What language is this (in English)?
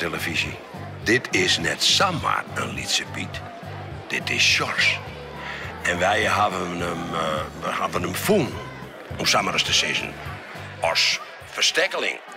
Western Frisian